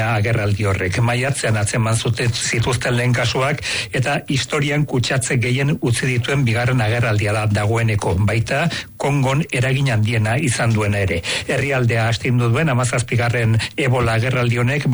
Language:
Basque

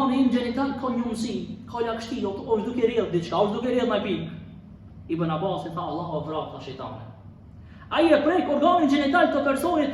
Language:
Albanian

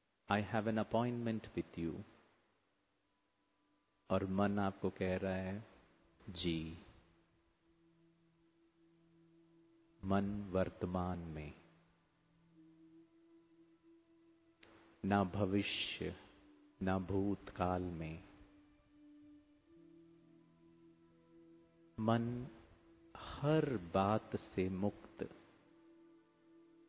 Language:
Hindi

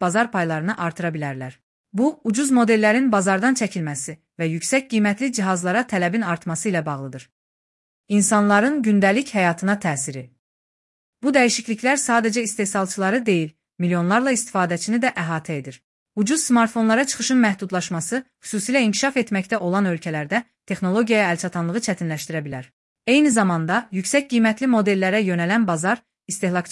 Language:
Azerbaijani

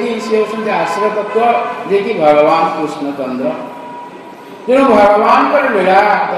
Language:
Odia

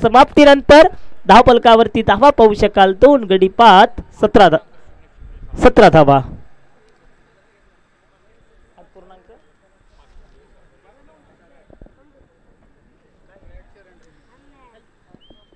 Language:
Marathi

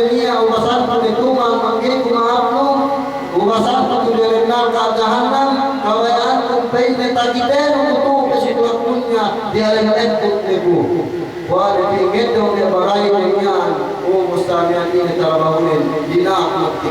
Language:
Yakan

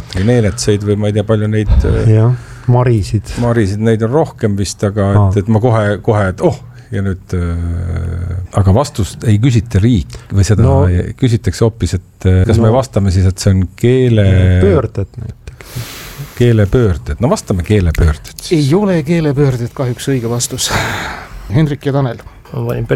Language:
Estonian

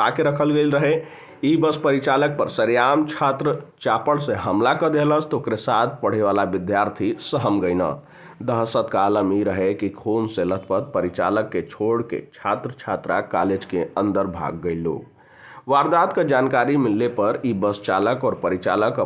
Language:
Bhojpuri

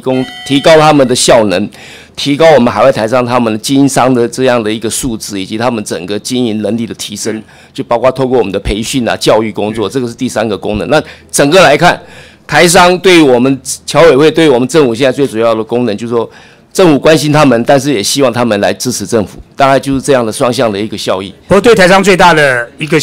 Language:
Chinese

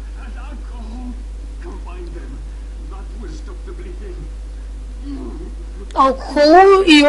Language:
Bulgarian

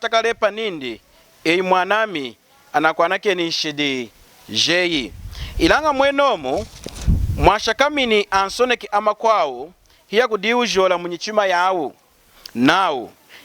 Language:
Lunda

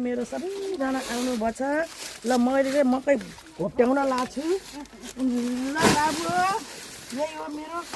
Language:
Nepali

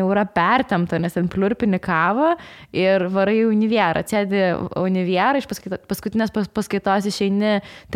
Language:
Lithuanian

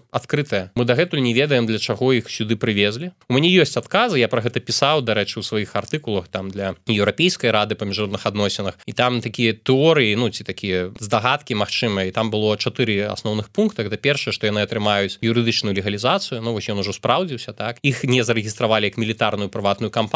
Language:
Belarusian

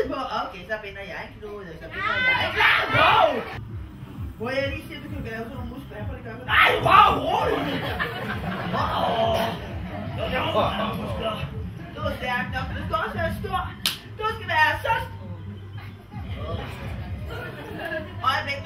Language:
Danish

